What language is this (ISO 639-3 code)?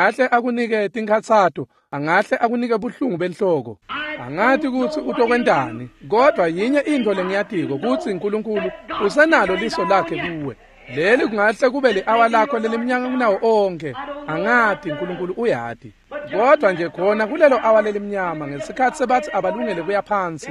ssw